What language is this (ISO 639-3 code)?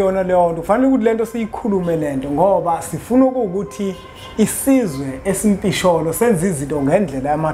zul